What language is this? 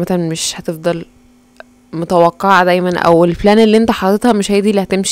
Egyptian Arabic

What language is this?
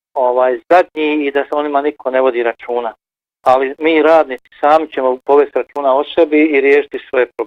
Bosnian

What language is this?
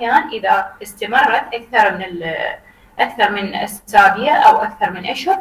Mesopotamian Arabic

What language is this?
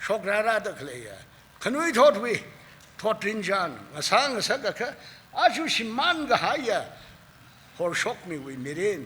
Tangkhul Naga (India)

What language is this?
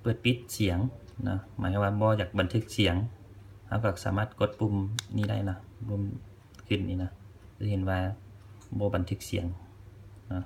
Lao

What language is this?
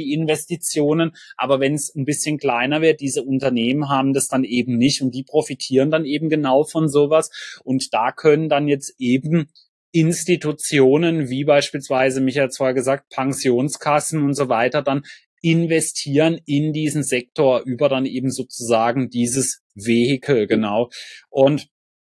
German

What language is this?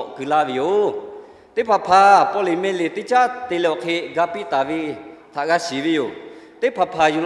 Lahu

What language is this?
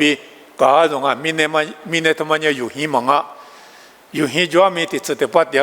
Lisu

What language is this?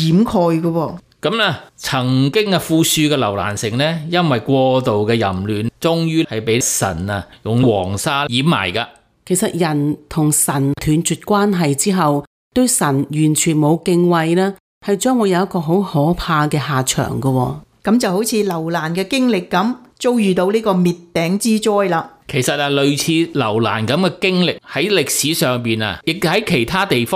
Cantonese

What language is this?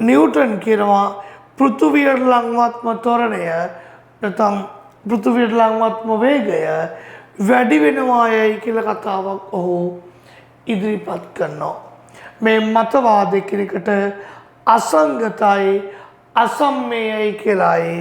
Sinhala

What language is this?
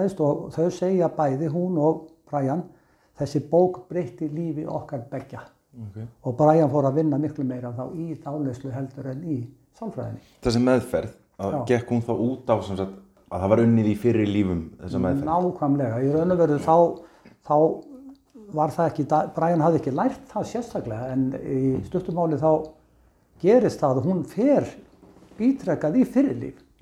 Icelandic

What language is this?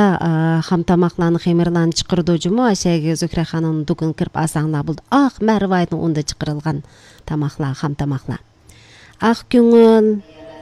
Uyghur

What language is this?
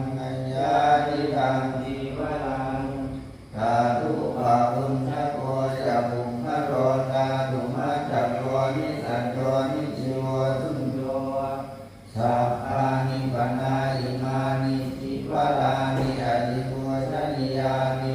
Pali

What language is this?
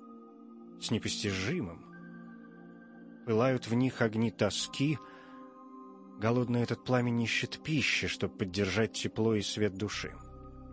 Russian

